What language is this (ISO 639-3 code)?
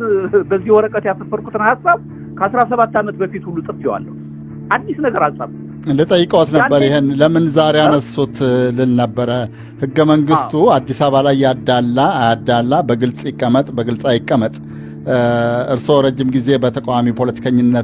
amh